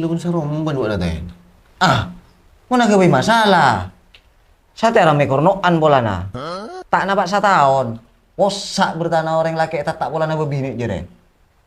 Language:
Madurese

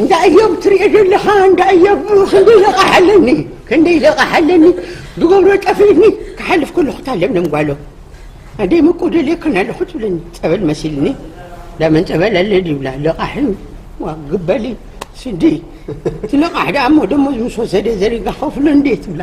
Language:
Tigrinya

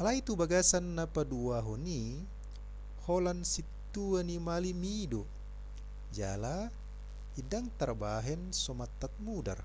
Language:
Batak Toba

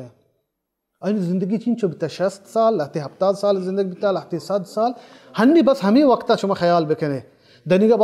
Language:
Baluchi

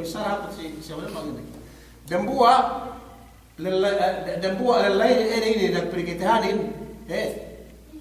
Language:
Yakan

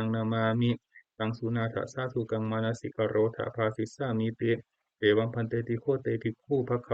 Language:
Pali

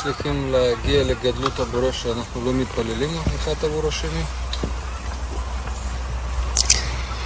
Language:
Hebrew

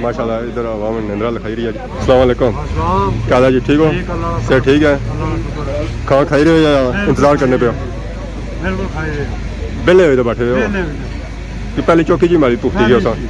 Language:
Pahari-Potwari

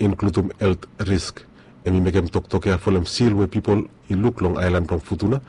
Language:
Bislama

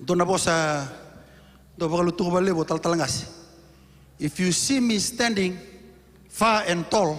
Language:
Fijian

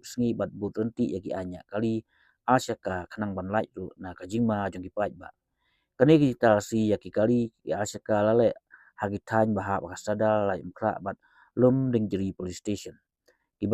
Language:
Khasi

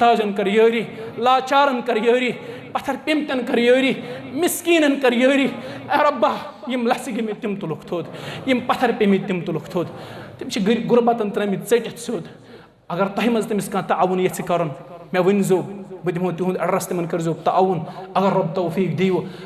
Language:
Kashmiri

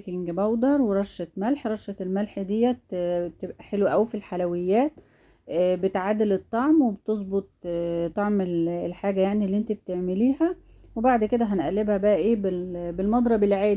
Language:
Egyptian Arabic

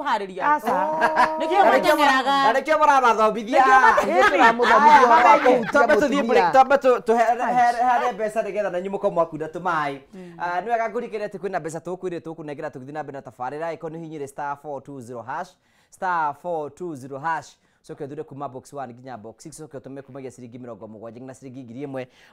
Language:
Kikuyu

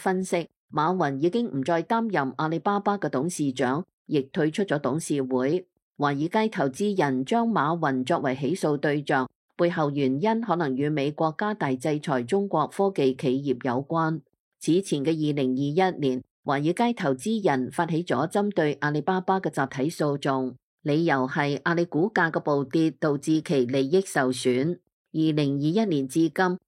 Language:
Cantonese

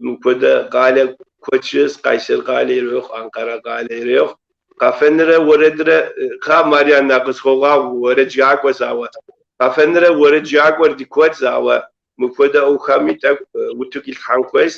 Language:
Kabardian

